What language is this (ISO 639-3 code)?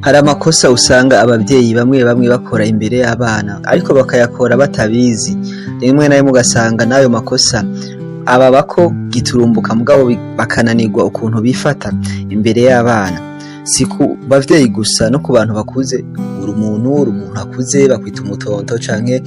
run